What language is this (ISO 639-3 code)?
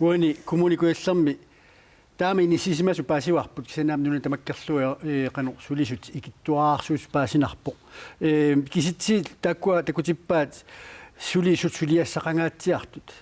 kal